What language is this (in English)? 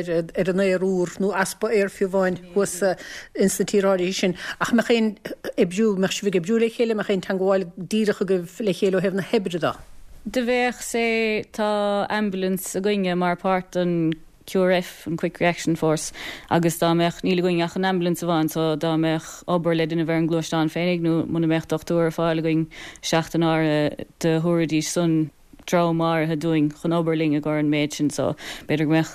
Irish